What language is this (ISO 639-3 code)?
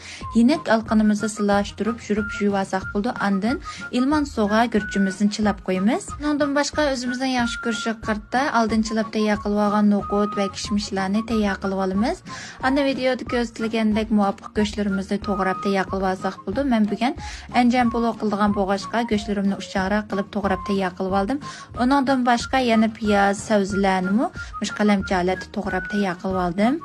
uig